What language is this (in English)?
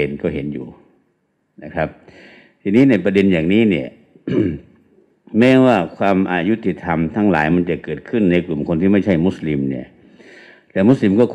Thai